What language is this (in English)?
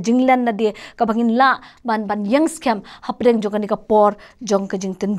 Khasi